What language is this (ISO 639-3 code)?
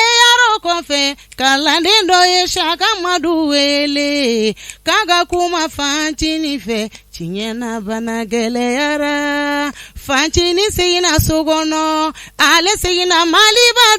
bam